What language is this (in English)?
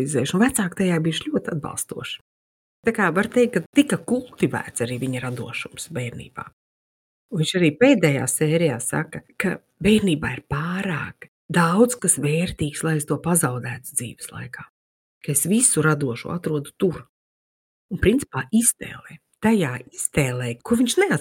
Latvian